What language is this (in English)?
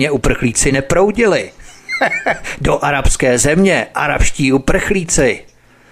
Czech